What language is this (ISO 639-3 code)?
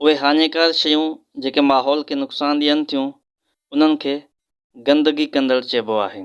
snd